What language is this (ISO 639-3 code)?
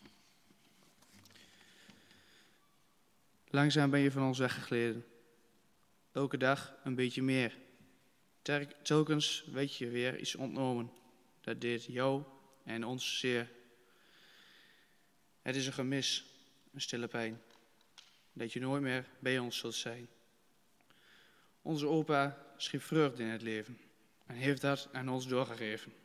nld